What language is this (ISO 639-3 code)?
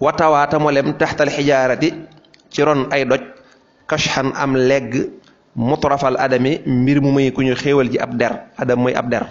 wol